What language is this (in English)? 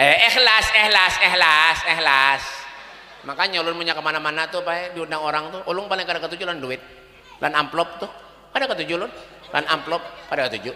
Banjar